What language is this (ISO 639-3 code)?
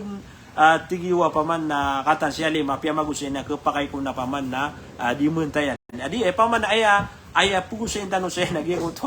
mrw